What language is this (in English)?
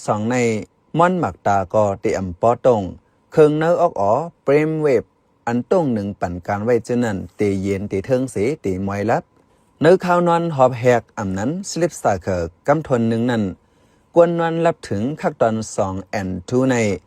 Shan